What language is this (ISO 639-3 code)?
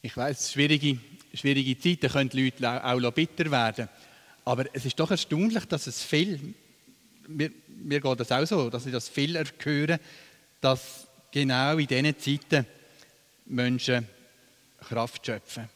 gsw